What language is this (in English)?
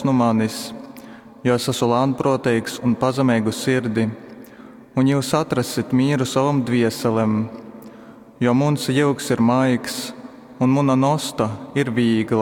Latgalian